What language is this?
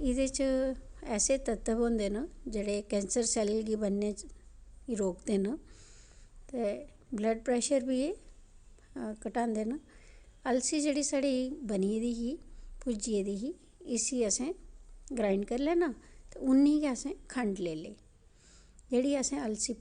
Dogri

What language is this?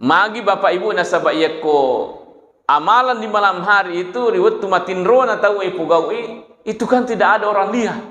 Buginese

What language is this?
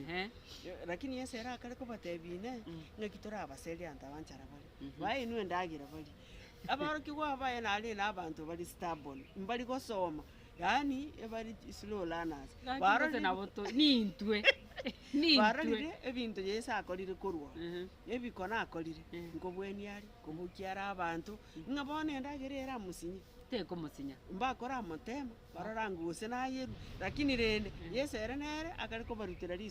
Gusii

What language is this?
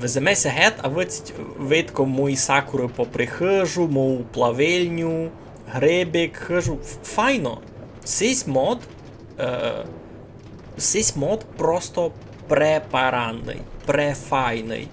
Rusyn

